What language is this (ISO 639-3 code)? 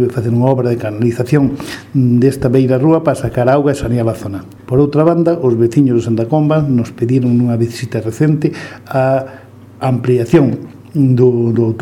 glg